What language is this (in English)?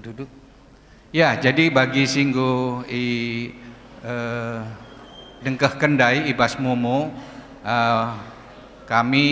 Batak Karo